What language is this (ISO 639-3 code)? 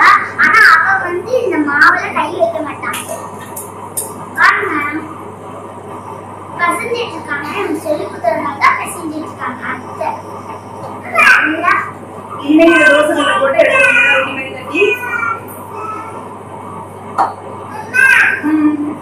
tam